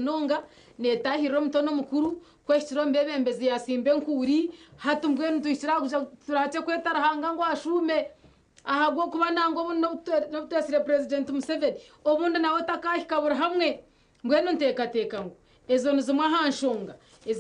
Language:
Nyankole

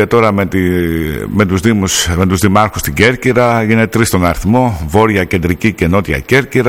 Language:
Greek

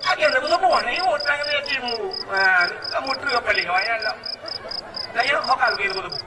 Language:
Achinese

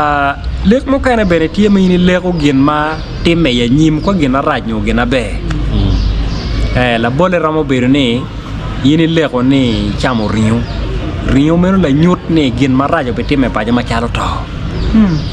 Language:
Acoli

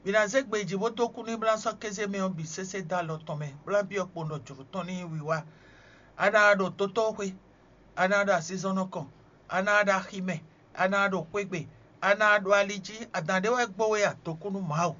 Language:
Fon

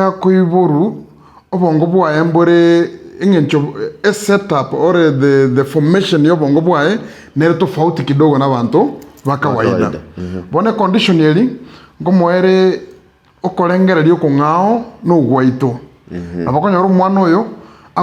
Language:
Gusii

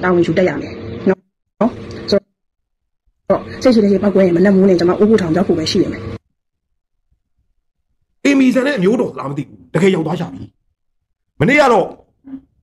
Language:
Burmese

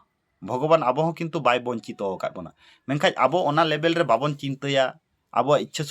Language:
Santali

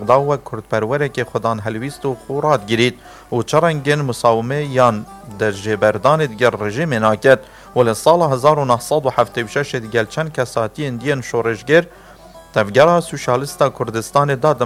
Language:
Kurdish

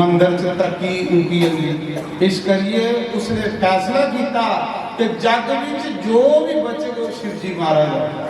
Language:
Dogri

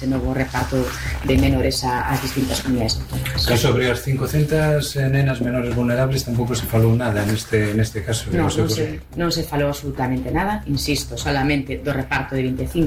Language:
Galician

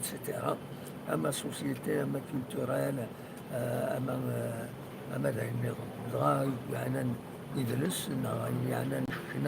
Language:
Kabyle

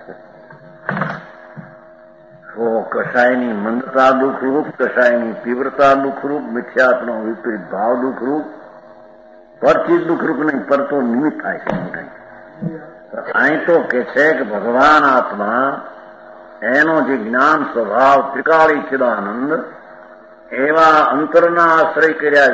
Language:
Gujarati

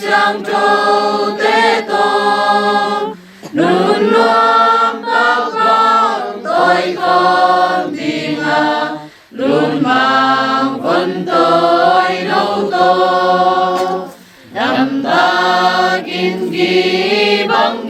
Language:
Tedim Chin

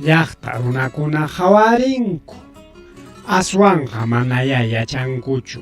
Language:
Ayacucho Quechua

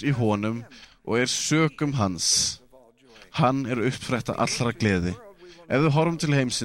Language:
Icelandic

